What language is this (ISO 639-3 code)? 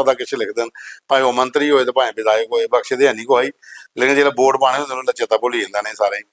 doi